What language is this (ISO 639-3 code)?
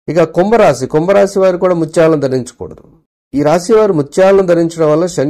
tel